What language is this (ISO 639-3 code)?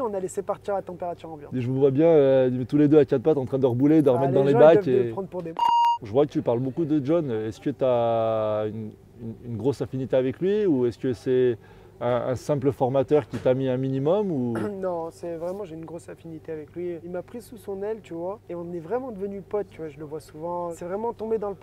fra